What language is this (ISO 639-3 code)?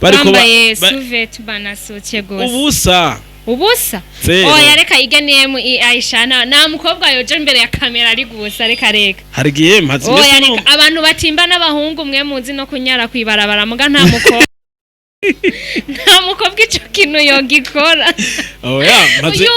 run